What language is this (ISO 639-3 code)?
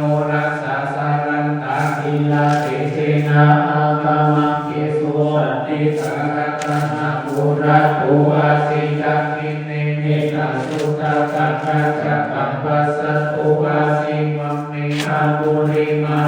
pli